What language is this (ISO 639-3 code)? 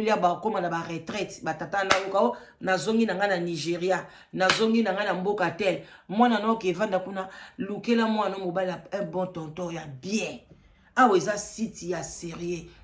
lin